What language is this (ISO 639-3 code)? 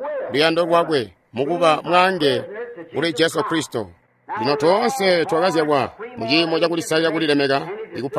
toi